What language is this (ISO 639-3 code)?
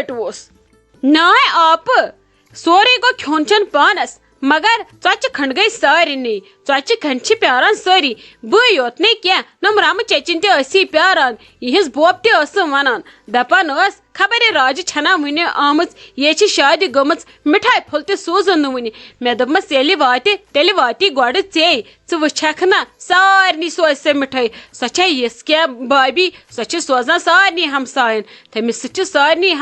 kas